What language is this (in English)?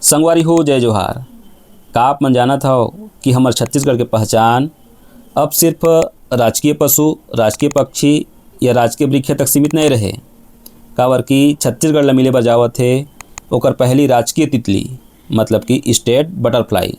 Chhattisgarhi